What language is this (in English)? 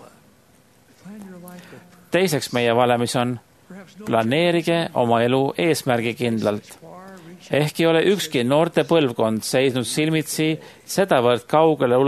Estonian